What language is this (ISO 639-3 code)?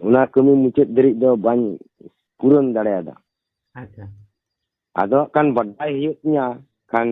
sat